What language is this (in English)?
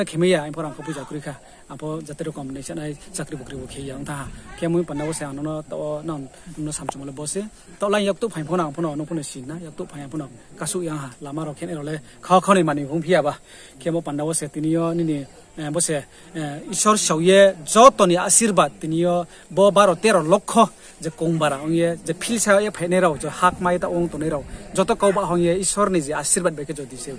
Riang (India)